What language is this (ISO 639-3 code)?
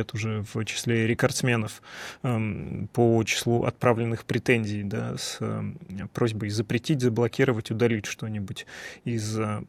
rus